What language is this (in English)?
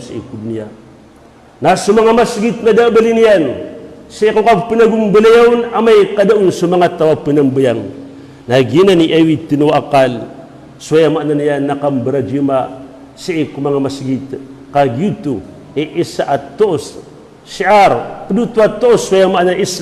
Maranao